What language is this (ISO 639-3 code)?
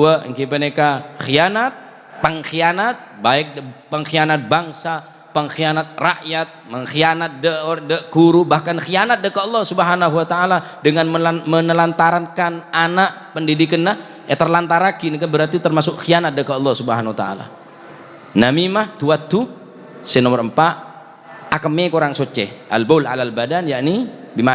mad